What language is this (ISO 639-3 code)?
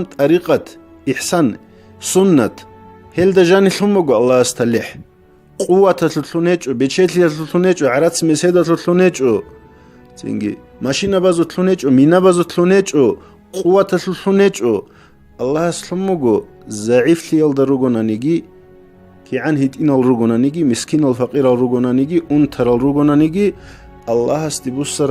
ava